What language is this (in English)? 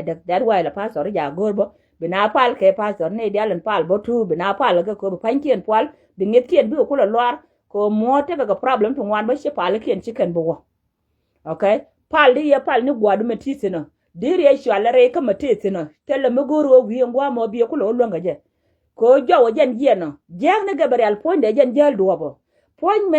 Nuer